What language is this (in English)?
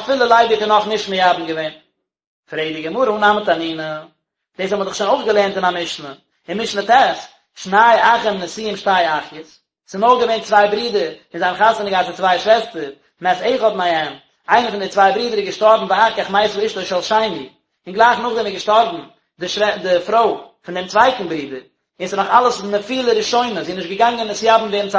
Yiddish